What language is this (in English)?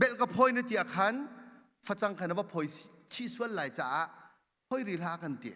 Hakha Chin